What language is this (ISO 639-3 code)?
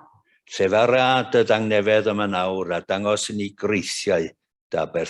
cym